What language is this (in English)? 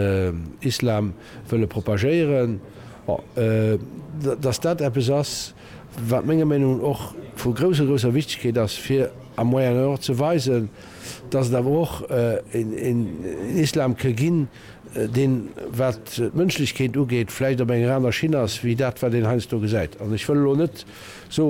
Luxembourgish